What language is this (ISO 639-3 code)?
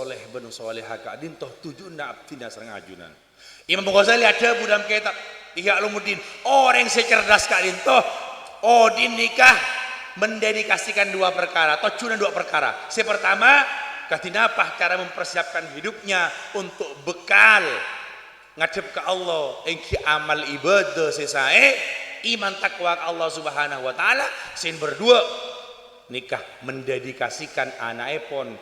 mad